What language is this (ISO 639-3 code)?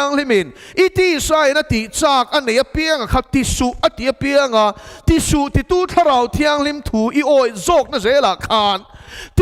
lus